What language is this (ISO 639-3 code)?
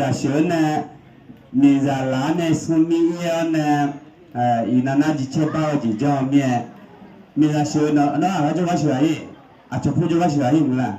ahk